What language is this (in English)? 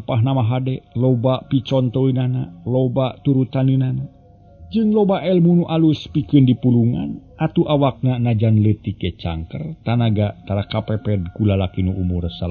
Sundanese